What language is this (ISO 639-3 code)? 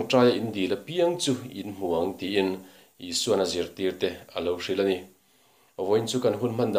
lus